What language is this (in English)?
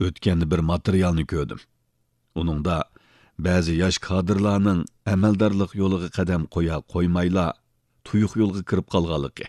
Uyghur